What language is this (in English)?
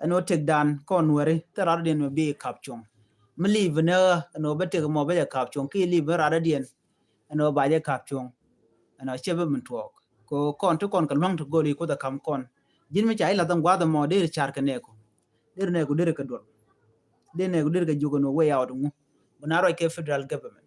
Nuer